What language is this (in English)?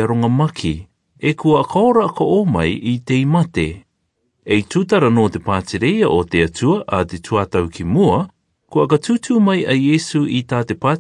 Rarotongan